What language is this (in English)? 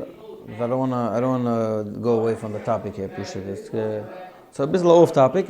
Yiddish